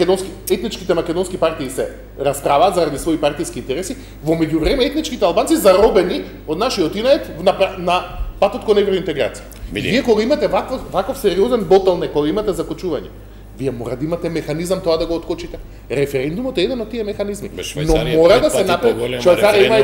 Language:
Macedonian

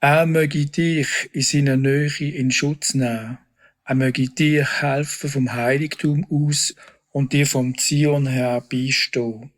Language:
Swiss German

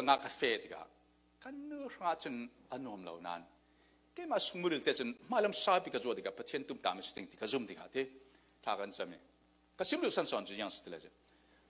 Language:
Falam Chin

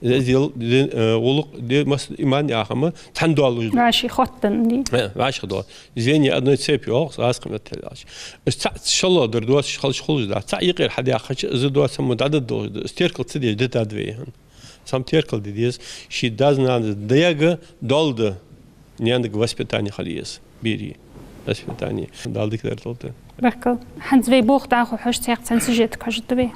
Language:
Ingush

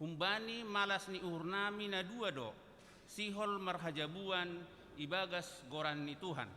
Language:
Batak Simalungun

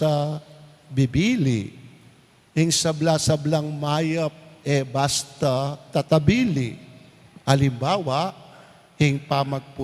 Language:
Pampanga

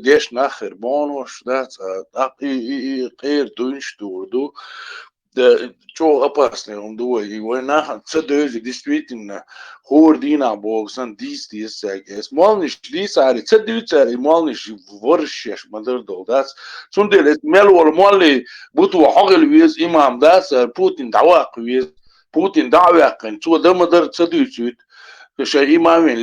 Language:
Chechen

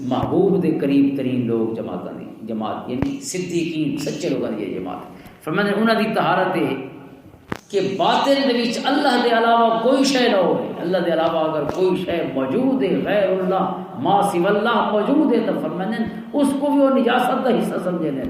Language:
Western Panjabi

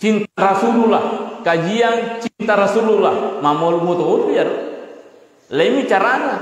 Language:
Buginese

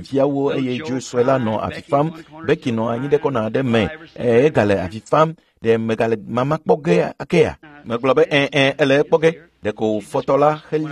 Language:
Ewe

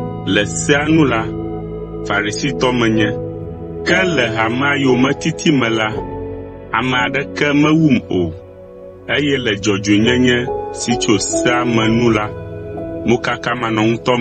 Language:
Ewe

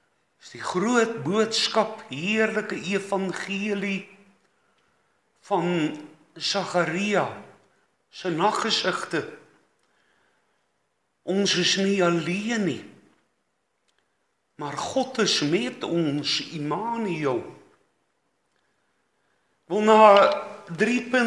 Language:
Afrikaans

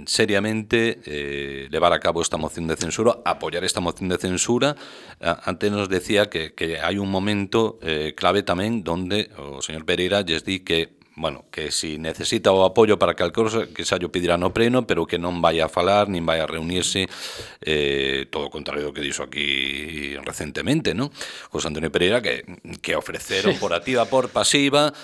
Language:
Galician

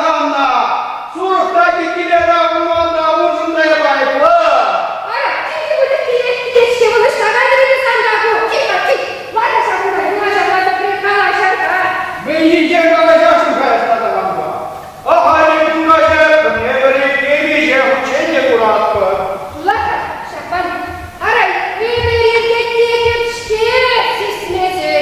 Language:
Chuvash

